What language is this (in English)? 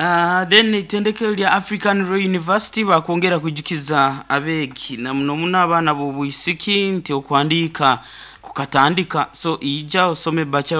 Nyoro